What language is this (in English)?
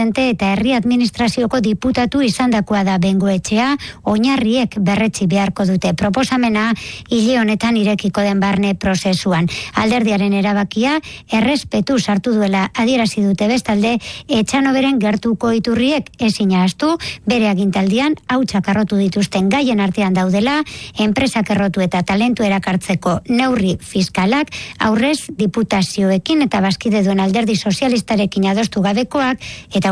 Basque